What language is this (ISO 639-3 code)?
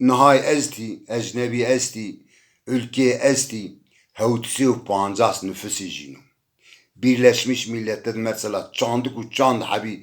zza